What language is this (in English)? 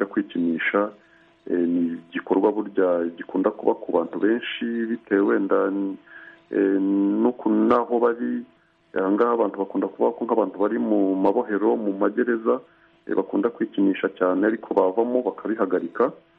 Kinyarwanda